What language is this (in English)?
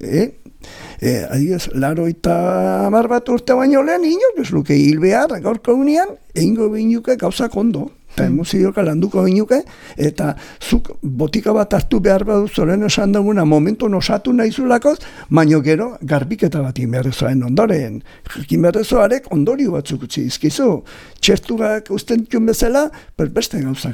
Basque